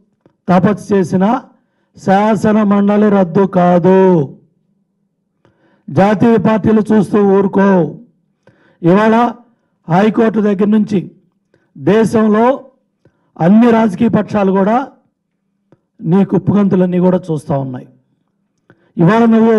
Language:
Telugu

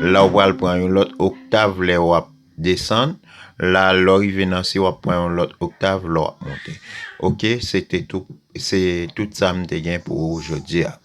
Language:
Haitian Creole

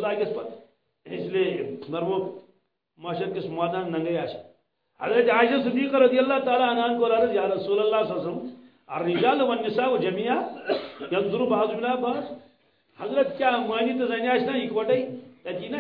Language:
Kashmiri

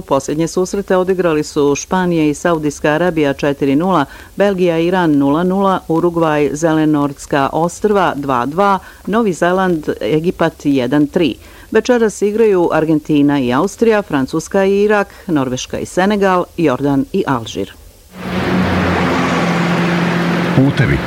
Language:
Bosnian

